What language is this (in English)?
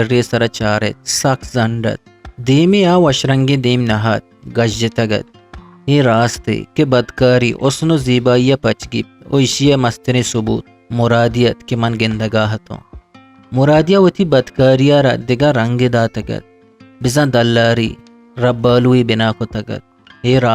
Eastern Balochi